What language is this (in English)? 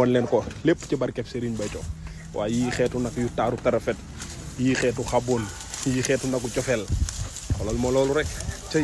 Wolof